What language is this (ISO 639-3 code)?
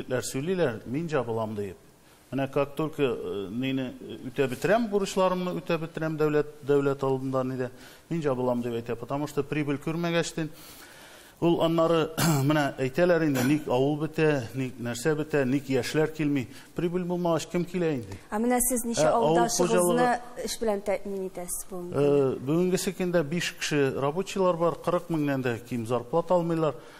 tat